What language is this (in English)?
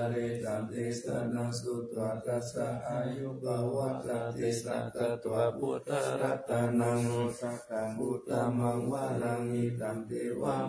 Pali